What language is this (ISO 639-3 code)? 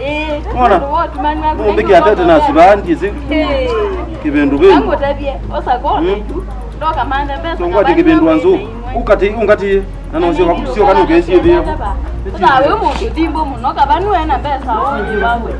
kam